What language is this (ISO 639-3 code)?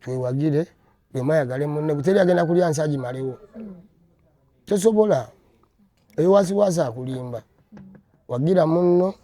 lug